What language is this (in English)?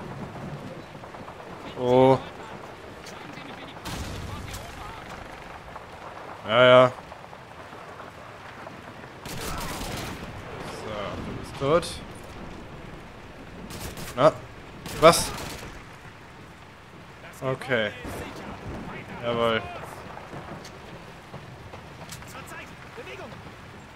German